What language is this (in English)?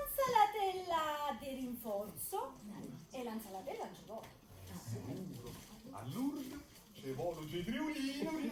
Neapolitan